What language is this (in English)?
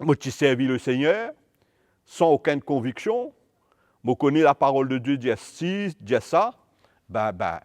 Morisyen